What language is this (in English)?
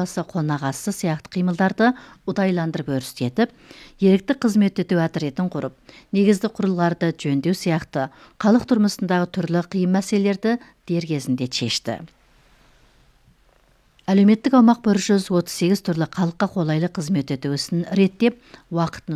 Kazakh